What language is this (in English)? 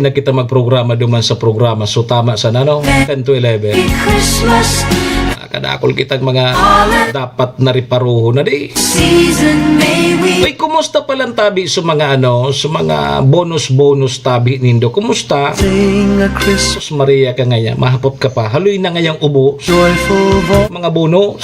Bikol